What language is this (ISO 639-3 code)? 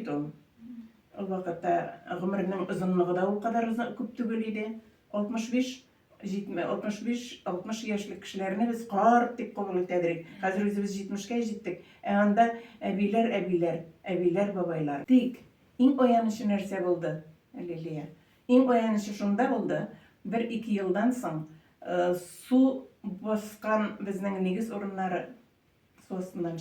tat